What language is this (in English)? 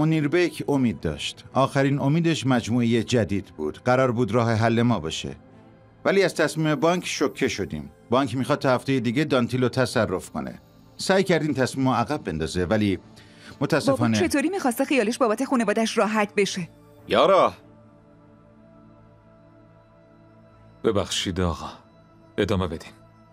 Persian